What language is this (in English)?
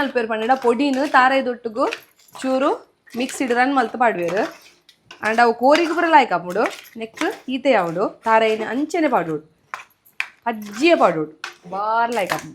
Tulu